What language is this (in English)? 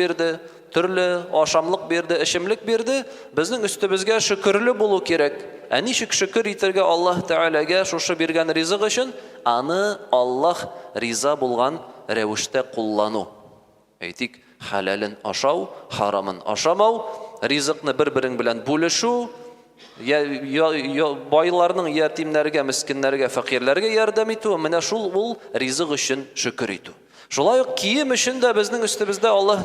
Tatar